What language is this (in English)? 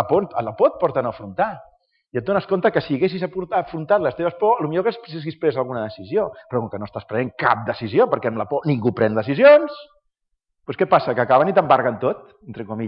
Catalan